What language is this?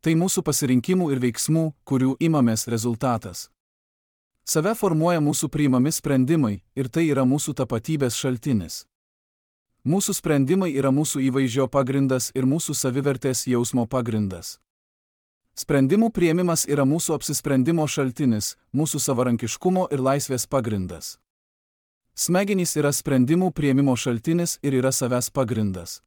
Lithuanian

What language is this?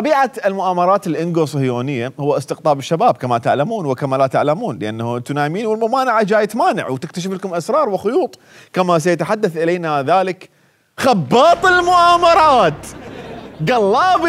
Mesopotamian Arabic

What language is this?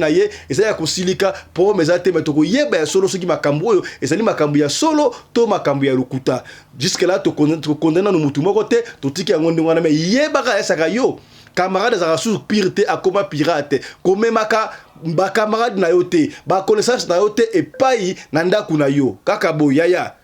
Lingala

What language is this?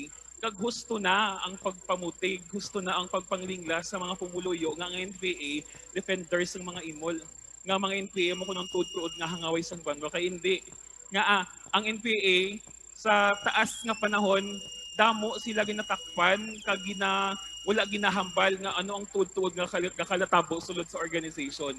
Hiligaynon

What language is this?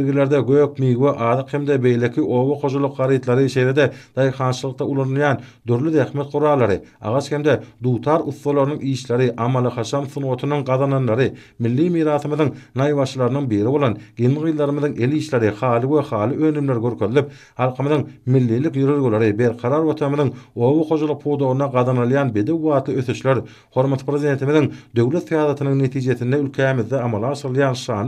Turkmen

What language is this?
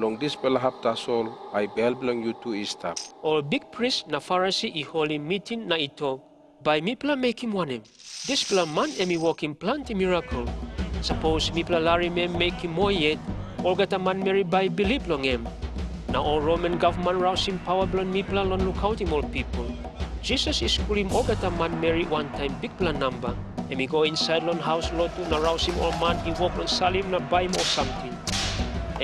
Tok Pisin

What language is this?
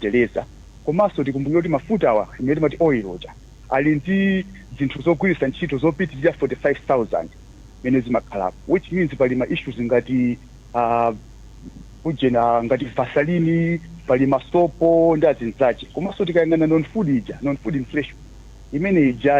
Nyanja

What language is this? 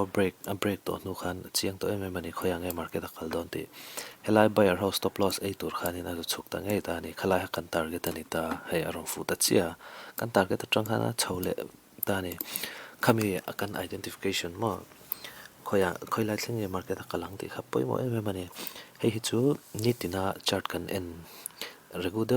Mizo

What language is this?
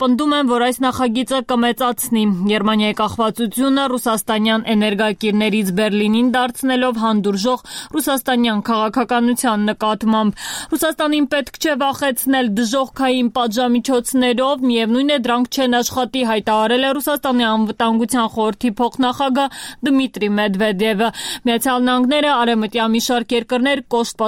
Armenian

